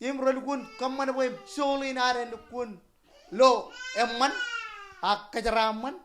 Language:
Marshallese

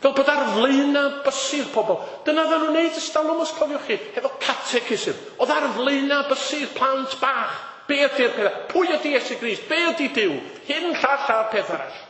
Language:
Welsh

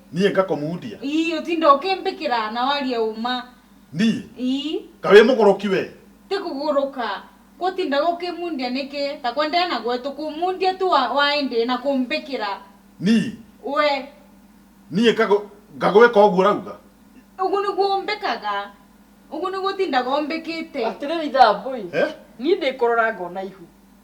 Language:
Kikuyu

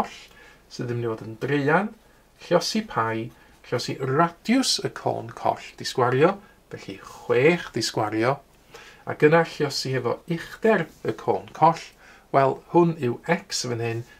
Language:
Welsh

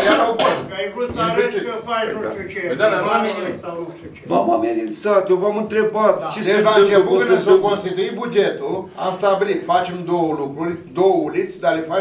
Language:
Romanian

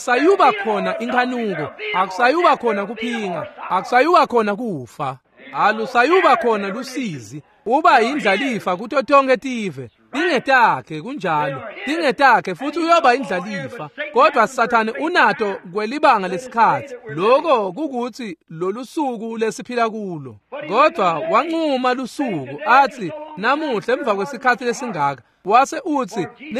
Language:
Swati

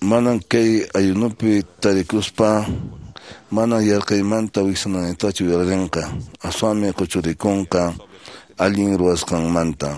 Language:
Quechua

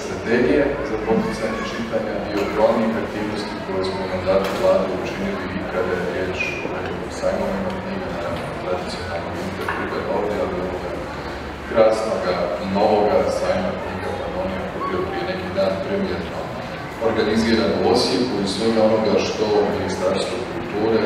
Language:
Croatian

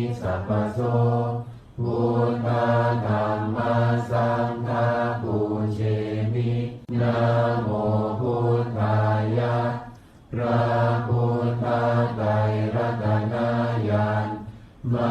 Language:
Pali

